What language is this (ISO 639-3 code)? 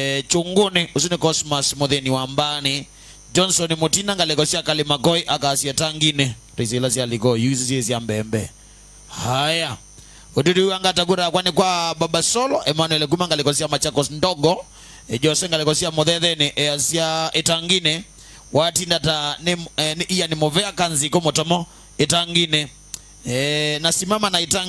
kam